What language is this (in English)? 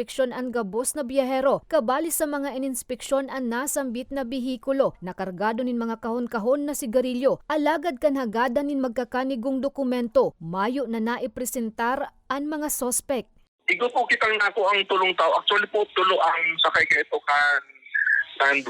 Bikol